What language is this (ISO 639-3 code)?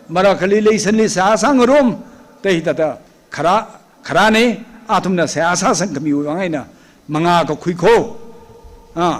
nmf